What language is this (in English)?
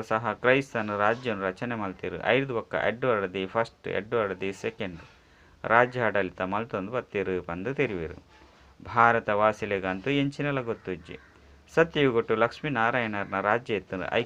Tulu